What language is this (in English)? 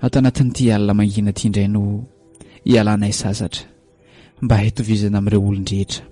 Malagasy